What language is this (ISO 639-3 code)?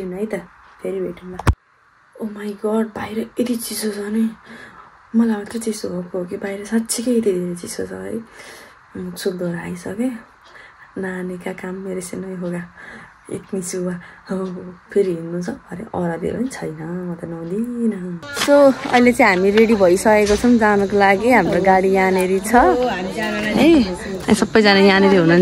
nep